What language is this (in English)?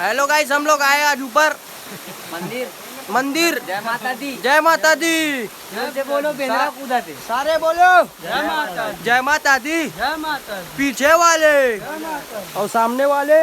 Chhattisgarhi